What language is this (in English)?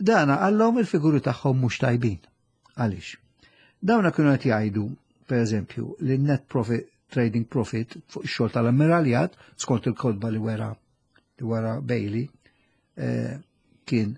Maltese